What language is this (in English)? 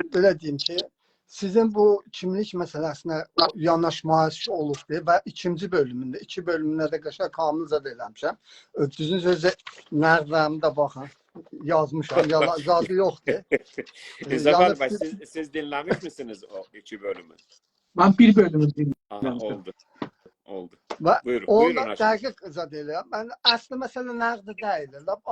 South Azerbaijani